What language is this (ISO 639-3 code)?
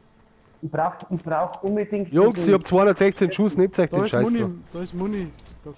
bar